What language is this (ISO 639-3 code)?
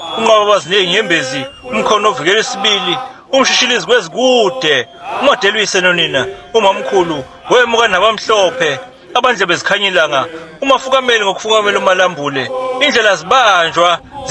zul